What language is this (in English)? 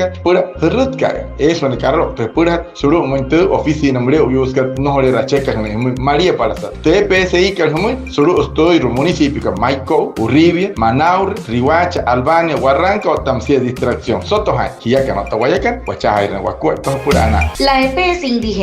Wayuu